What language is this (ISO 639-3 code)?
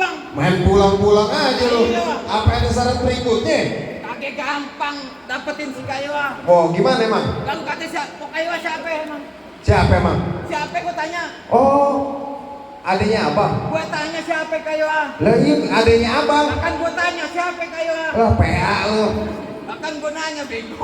bew